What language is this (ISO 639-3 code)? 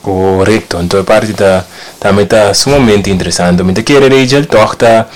pap